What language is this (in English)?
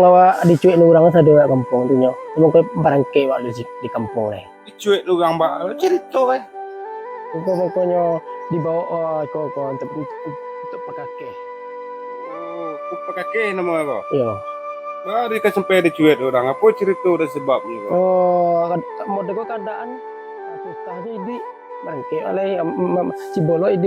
Minangkabau